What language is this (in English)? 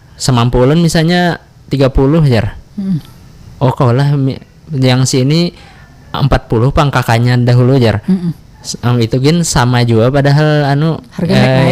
Banjar